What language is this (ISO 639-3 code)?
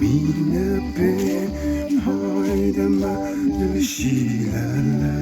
nmf